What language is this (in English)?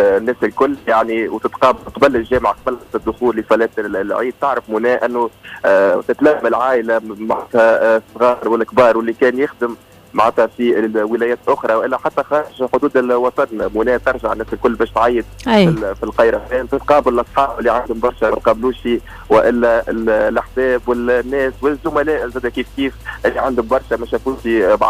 Tunisian Arabic